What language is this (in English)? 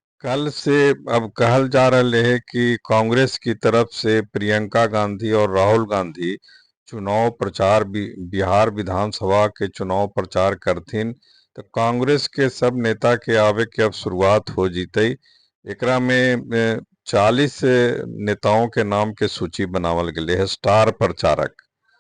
Magahi